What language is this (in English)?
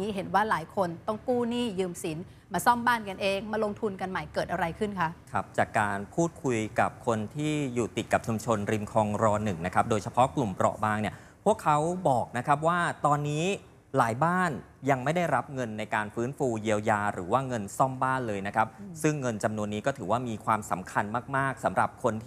Thai